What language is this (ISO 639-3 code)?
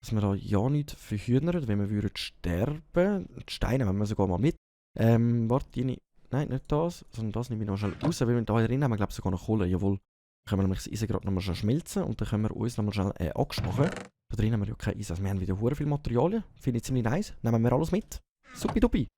gsw